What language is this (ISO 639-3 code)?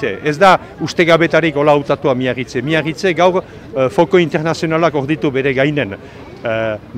eus